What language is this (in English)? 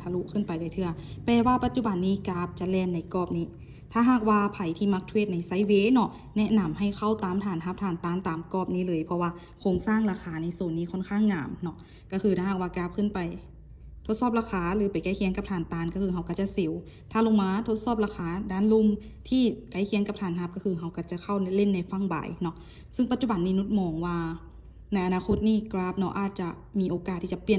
Lao